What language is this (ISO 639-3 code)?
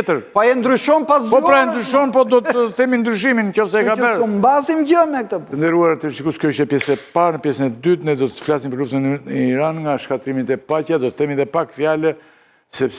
sqi